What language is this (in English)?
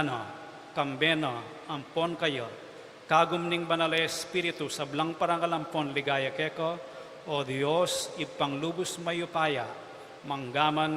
Pampanga